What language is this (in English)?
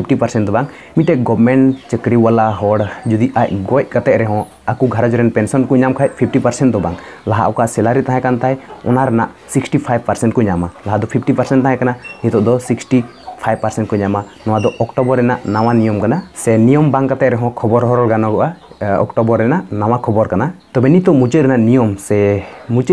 Santali